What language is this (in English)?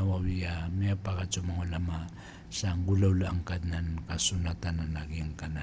Maranao